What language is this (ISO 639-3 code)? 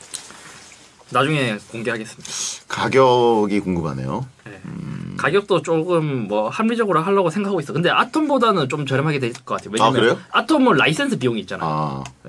kor